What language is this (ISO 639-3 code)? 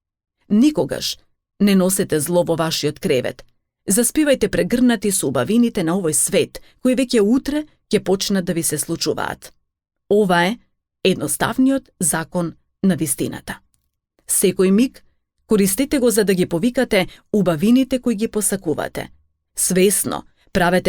mkd